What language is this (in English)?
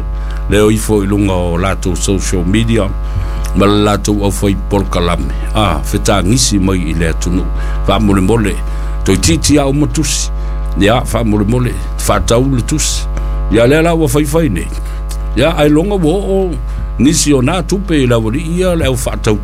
Samoan